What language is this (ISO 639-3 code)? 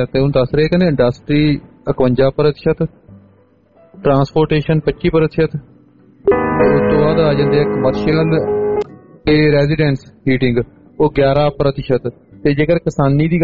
pan